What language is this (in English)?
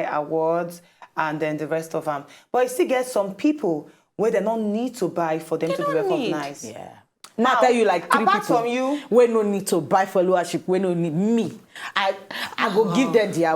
Nigerian Pidgin